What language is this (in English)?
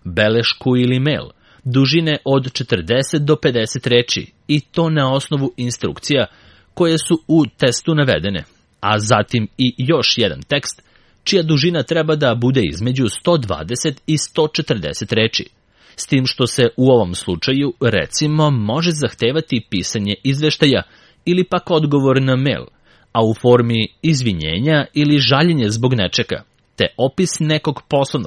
Serbian